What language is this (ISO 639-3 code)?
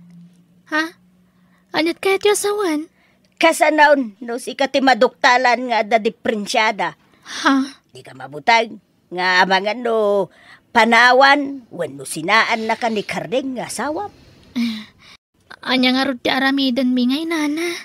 ilo